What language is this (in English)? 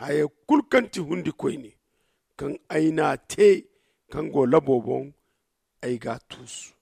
Zarma